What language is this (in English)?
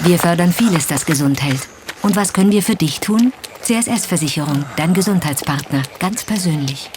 Swiss German